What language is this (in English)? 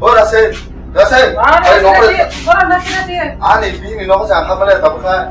Kok Borok